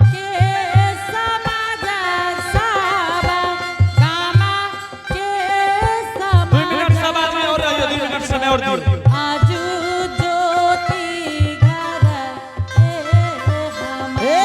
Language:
Angika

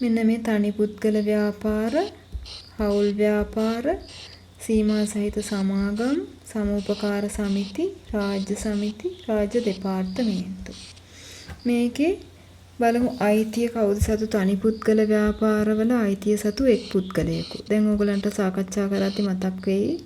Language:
Sinhala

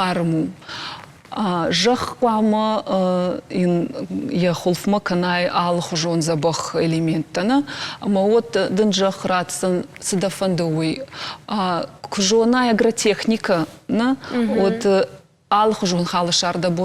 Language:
Ossetic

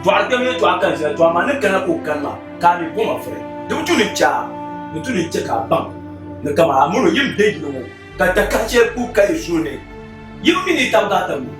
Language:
Dagbani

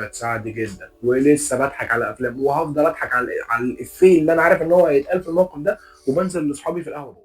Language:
Egyptian Arabic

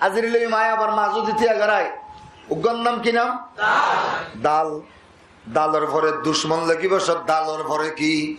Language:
Rohingya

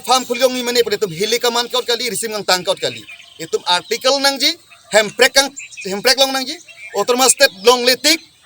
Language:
Karbi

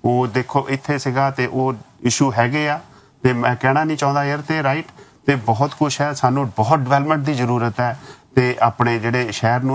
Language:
Punjabi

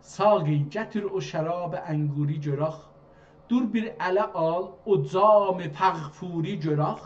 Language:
South Azerbaijani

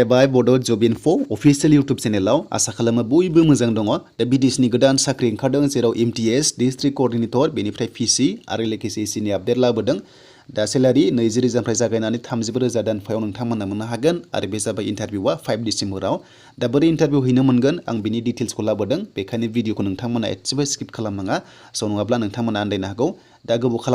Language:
Bodo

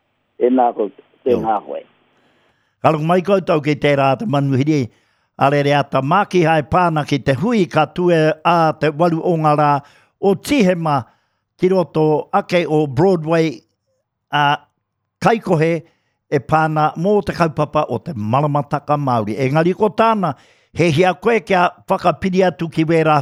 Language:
Māori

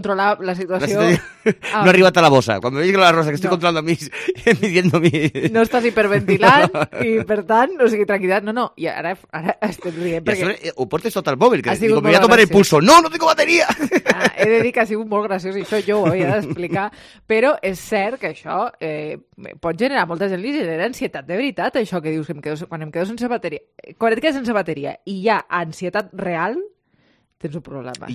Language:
Catalan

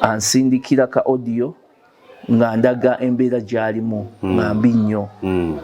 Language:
Ganda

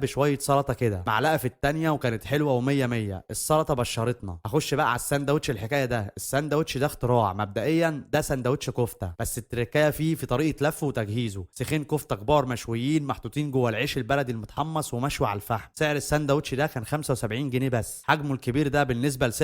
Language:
Egyptian Arabic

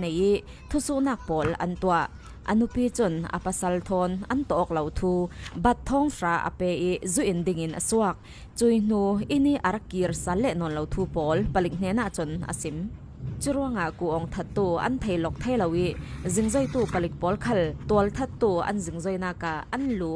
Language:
Falam Chin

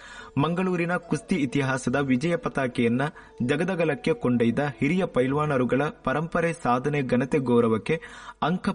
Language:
Kannada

